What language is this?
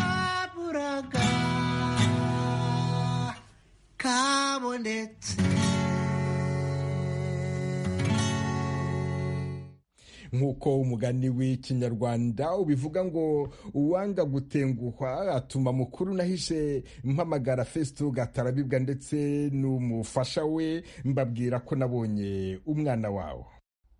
Kinyarwanda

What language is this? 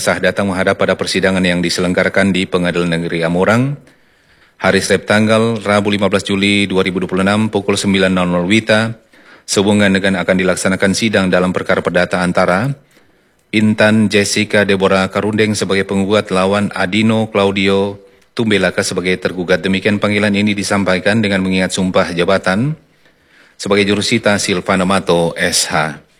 Indonesian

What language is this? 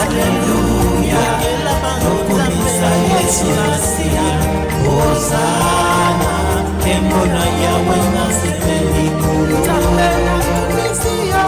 Tetela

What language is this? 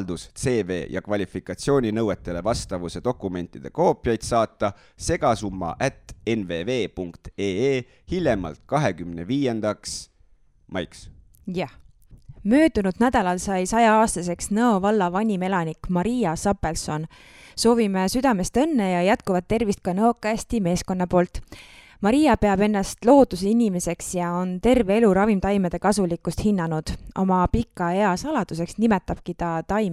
Estonian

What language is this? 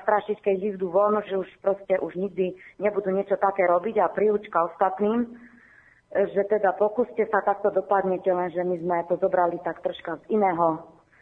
Slovak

